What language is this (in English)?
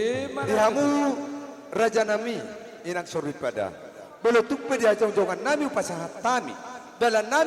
Batak Toba